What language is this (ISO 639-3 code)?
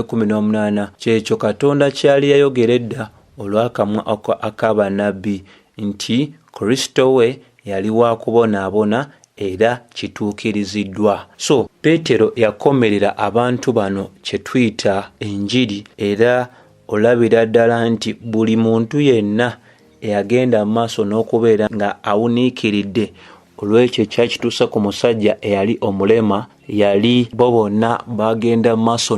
lug